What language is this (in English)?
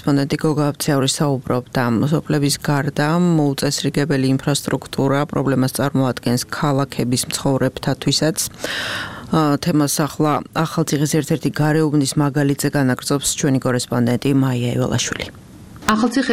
Georgian